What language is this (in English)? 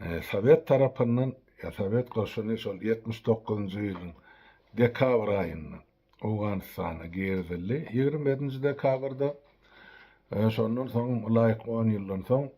Turkmen